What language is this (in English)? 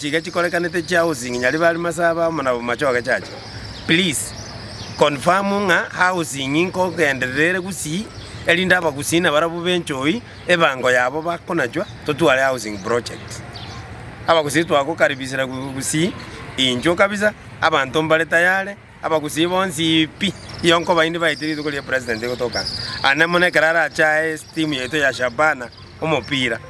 Gusii